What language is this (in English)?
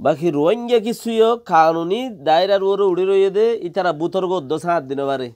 Rohingya